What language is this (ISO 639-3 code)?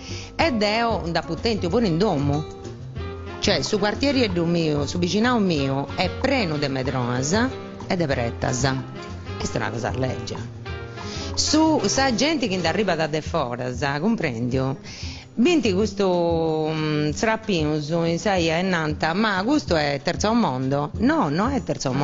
srd